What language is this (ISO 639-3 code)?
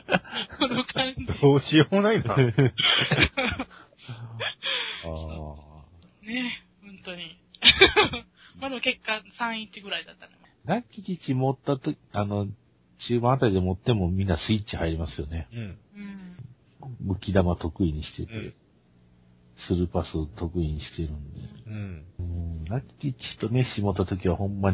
jpn